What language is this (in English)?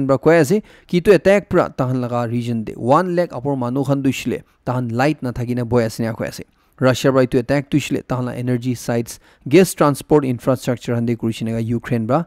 Naga Pidgin